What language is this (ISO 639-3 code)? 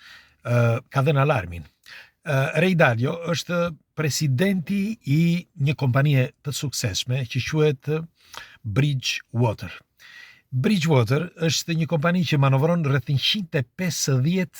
sqi